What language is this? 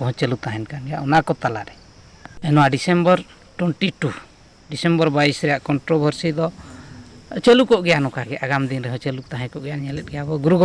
Santali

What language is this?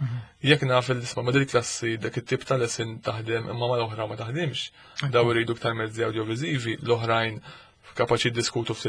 Maltese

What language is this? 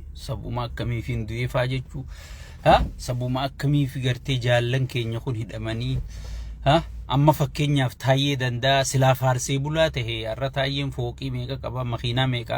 Oromo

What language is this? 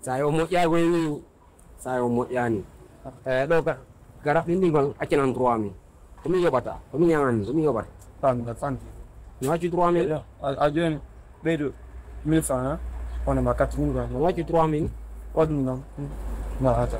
Pular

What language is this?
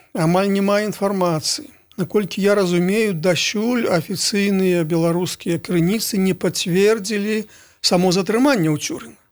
Belarusian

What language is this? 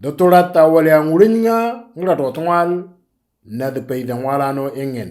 Moro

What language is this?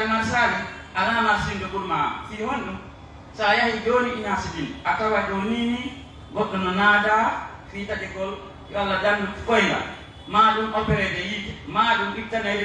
Pular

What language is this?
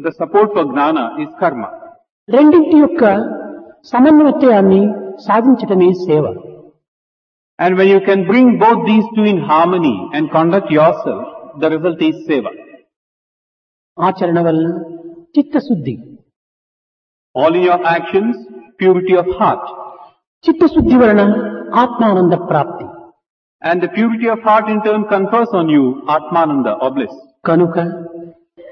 Telugu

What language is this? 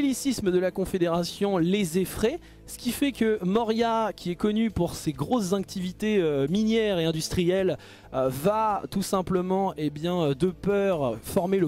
French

